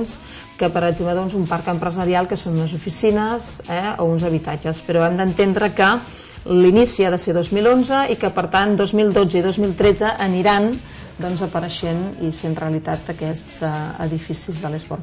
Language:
Catalan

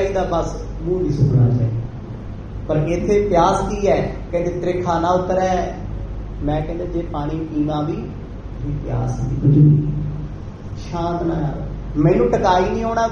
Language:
Punjabi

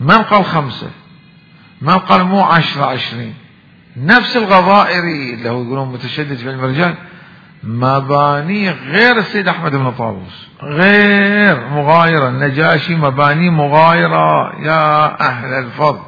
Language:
Mesopotamian Arabic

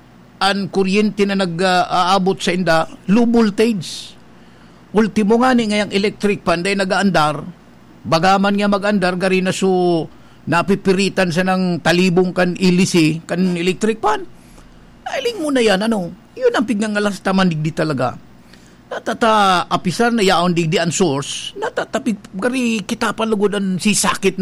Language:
Bikol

